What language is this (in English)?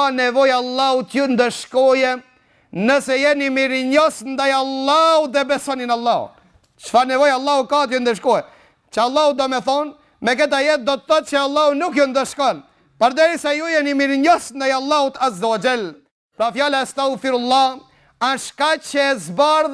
Albanian